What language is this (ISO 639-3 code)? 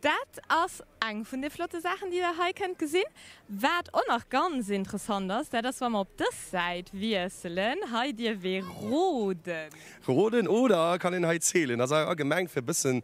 ltz